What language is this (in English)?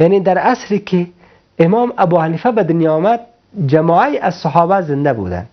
Persian